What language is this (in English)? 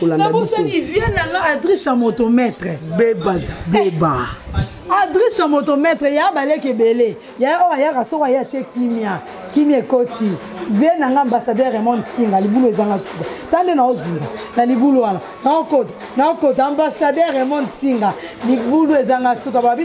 Lingala